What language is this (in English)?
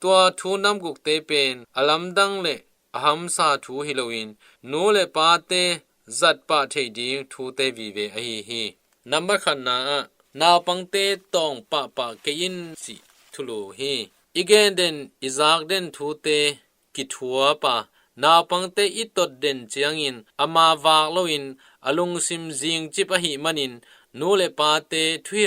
Tedim Chin